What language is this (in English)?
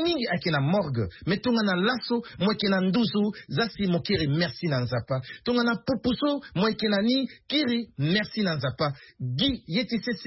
Sango